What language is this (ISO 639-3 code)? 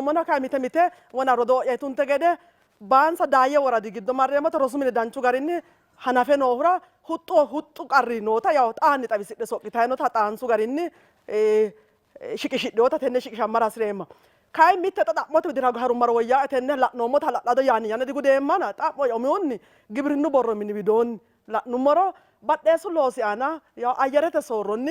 sid